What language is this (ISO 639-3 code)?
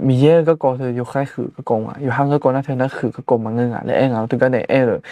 ahk